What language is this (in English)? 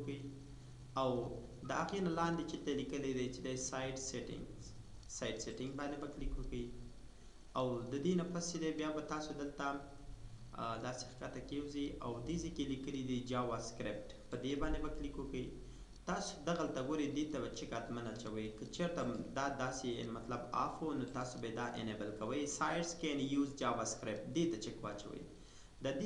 Pashto